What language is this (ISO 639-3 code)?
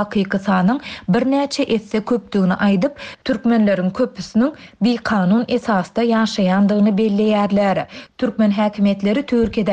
tuk